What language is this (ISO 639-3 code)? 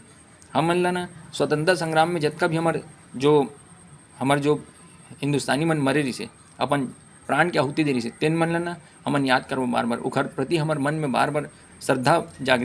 hne